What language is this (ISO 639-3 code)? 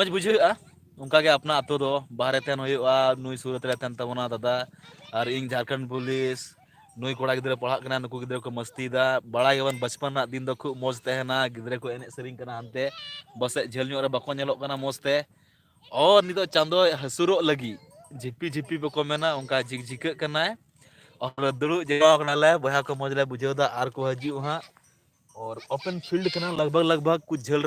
sat